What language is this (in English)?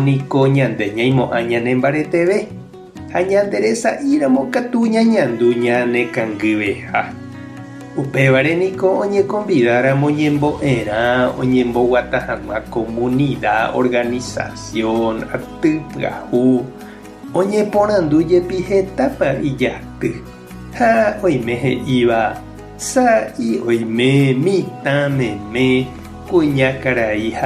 Guarani